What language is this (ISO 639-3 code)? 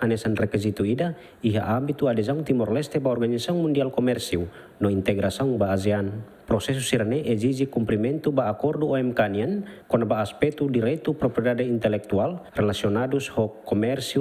tet